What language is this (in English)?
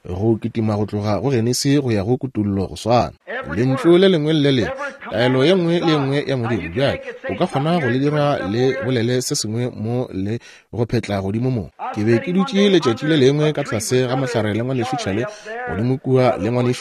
Northern Sotho